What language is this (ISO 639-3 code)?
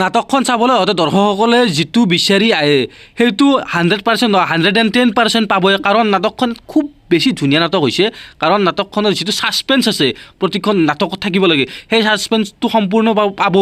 asm